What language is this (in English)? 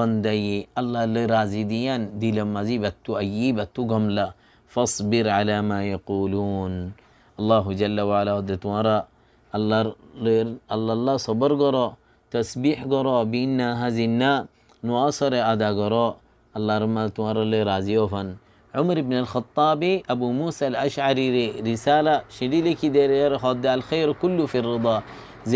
Rohingya